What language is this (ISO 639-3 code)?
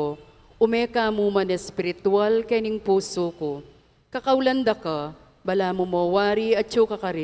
pam